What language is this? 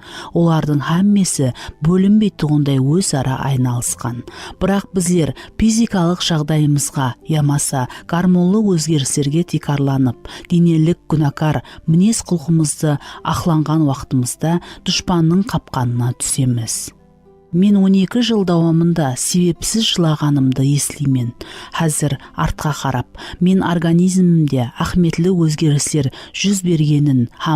Kara-Kalpak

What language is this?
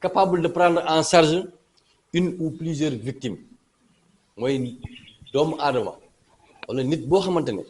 Wolof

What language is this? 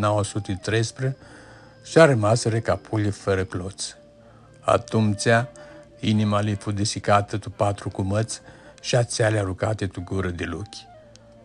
Aromanian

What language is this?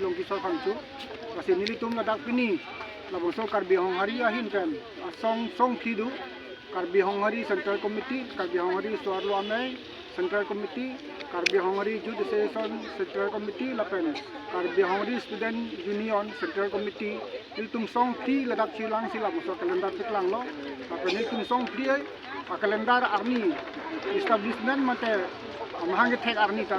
Karbi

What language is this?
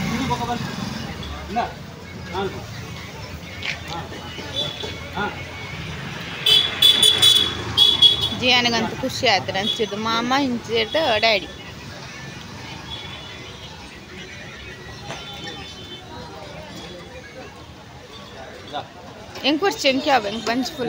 Tulu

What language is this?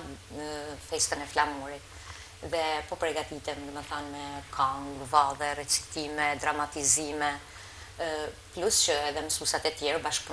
Albanian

